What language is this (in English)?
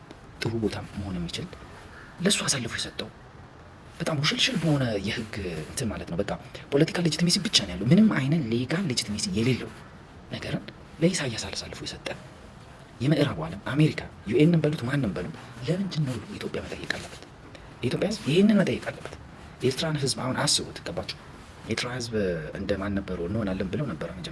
Amharic